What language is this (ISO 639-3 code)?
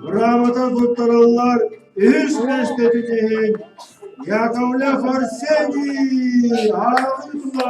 sah